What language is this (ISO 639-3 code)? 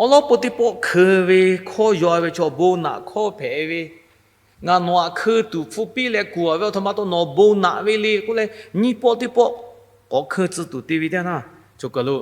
lhu